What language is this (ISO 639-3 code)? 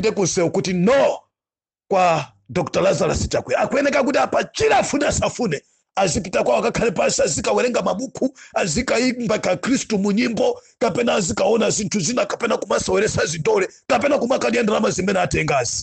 nya